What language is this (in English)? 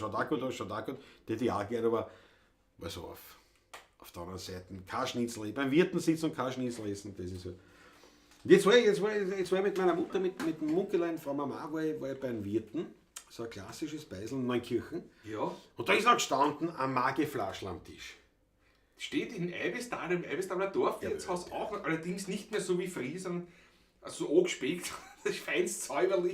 Bavarian